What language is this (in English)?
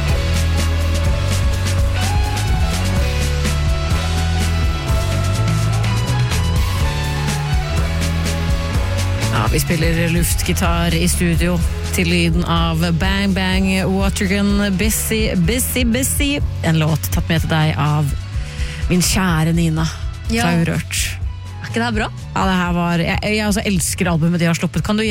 Norwegian